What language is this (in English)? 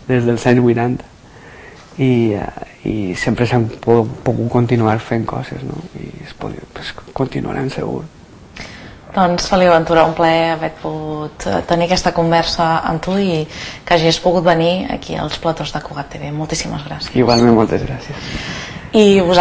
Catalan